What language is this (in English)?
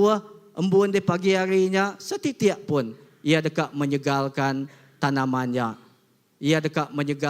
Iban